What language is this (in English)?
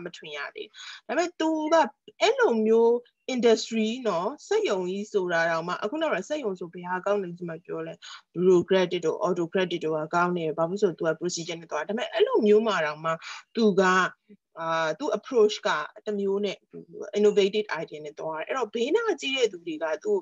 Burmese